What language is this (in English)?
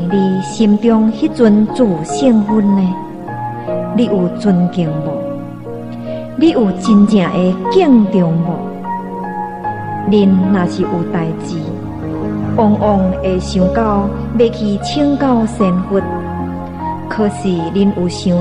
Min Nan Chinese